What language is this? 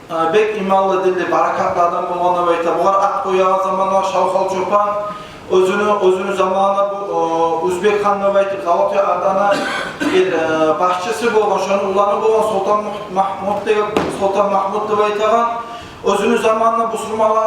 Kumyk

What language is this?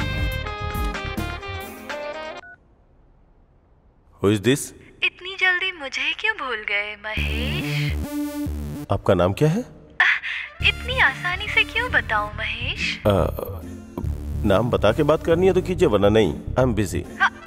Hindi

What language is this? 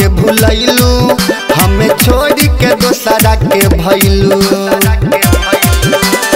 Bhojpuri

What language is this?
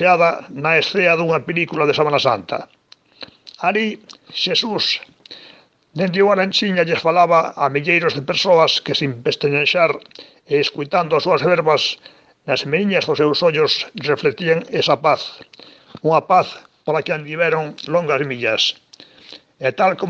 Galician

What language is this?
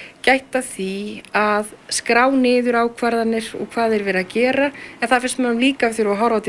Icelandic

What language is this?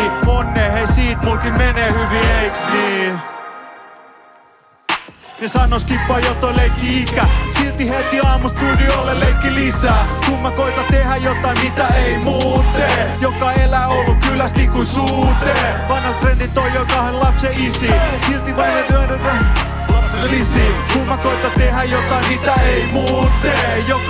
Finnish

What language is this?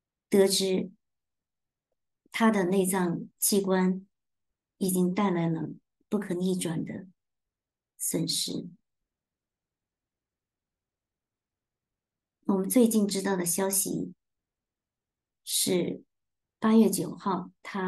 Chinese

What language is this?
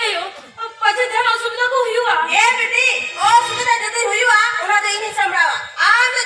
Santali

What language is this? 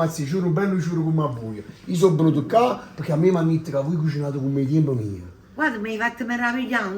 Neapolitan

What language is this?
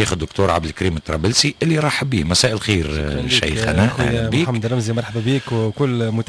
Tunisian Arabic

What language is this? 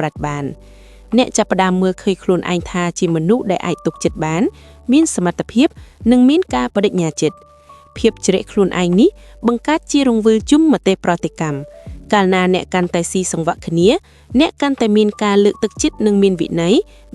Khmer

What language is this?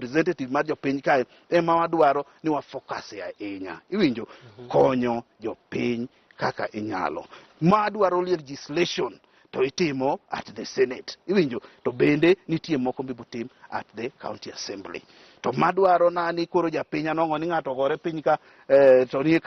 Luo (Kenya and Tanzania)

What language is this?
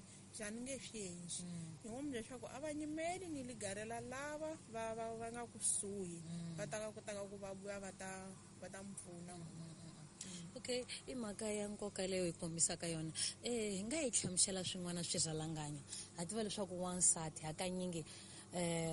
Tsonga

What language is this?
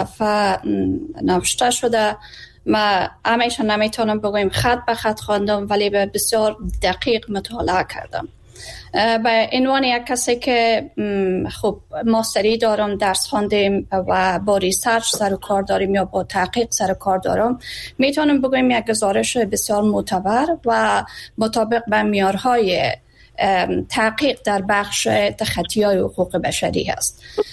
Persian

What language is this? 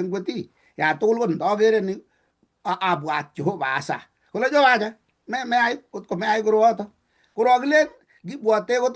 Kalenjin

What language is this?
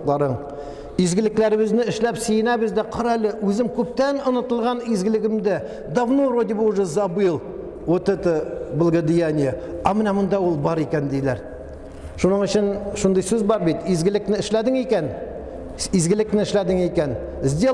Tatar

